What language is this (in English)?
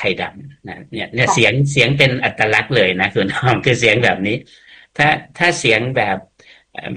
Thai